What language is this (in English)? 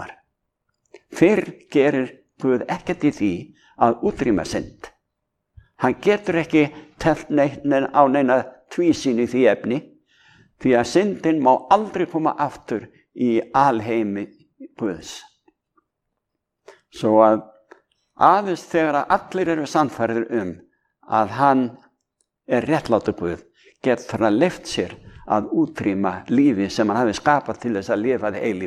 Icelandic